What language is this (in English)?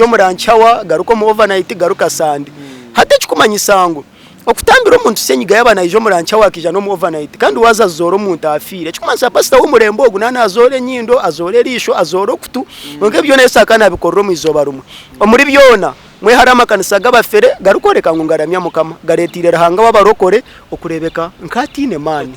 Nyankole